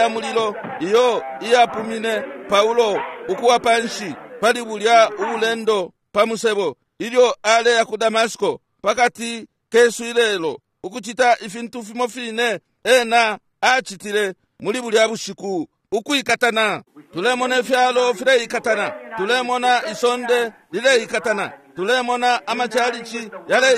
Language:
Bemba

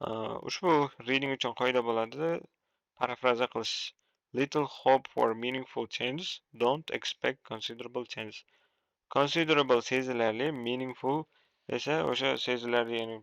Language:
Uzbek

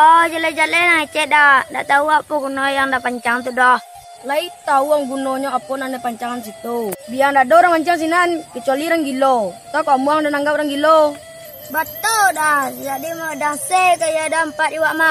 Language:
Minangkabau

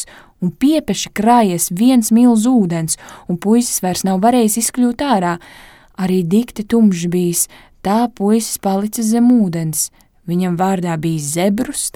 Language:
Latvian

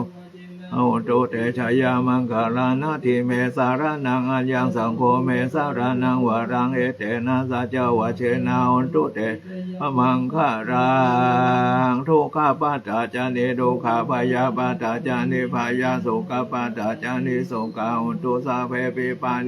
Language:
Pali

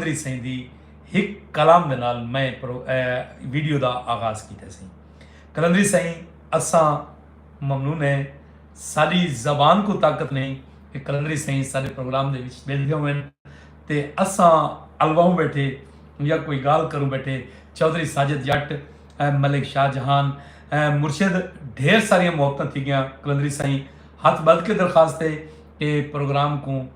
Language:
Saraiki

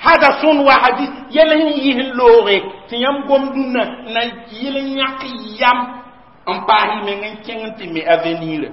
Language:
Mossi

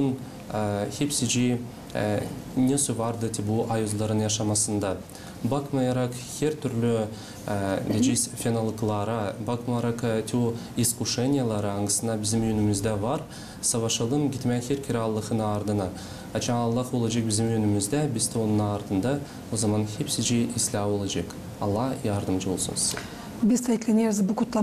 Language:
Gagauz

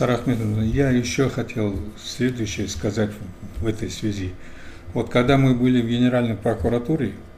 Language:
Russian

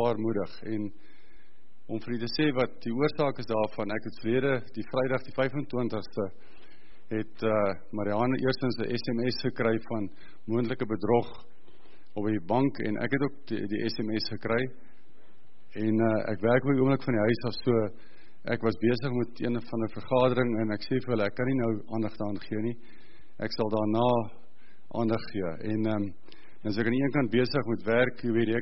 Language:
Afrikaans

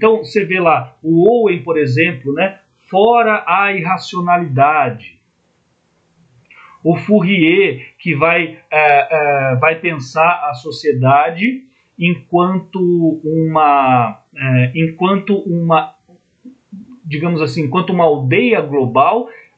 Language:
Portuguese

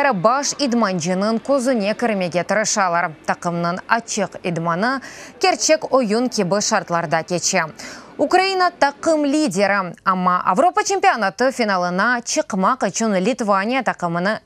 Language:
Crimean Tatar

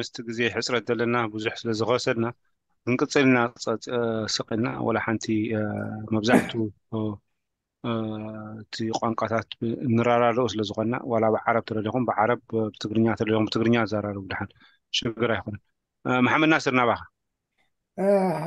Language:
Tigrinya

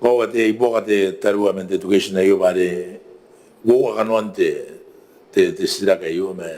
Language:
Gilbertese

